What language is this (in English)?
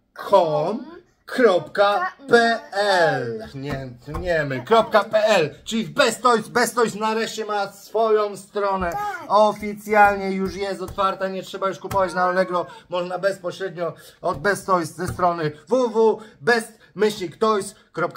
Polish